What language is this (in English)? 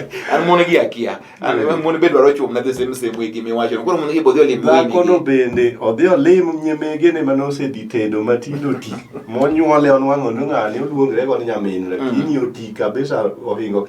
Luo (Kenya and Tanzania)